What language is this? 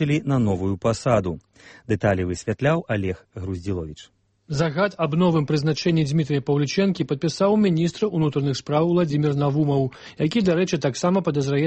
Belarusian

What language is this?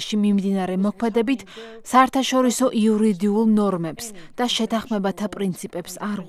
Georgian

